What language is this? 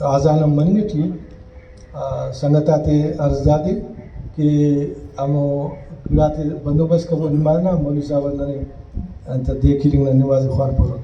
Brahui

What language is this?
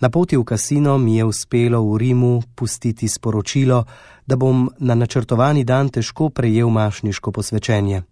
Slovenian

